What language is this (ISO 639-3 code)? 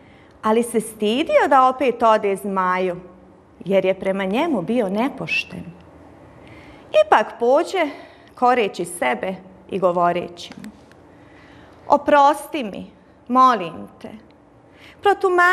bos